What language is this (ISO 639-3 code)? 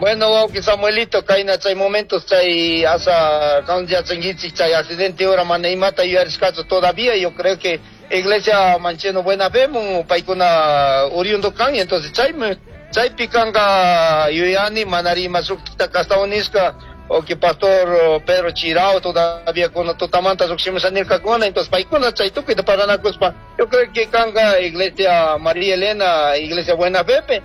qug